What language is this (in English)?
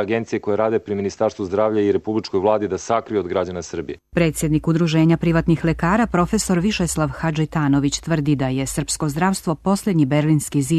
Serbian